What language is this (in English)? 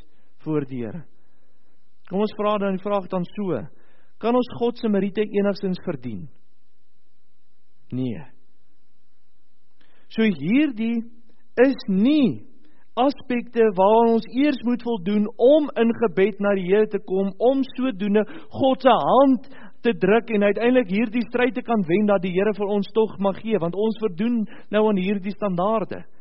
Afrikaans